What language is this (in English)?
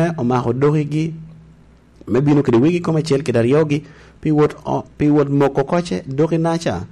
Lango (Uganda)